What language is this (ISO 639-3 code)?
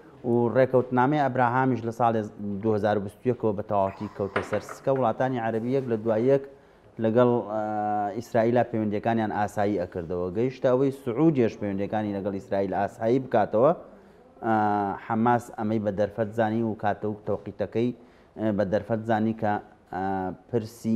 ckb